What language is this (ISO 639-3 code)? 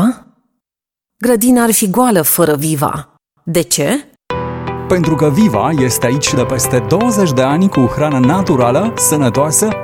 ron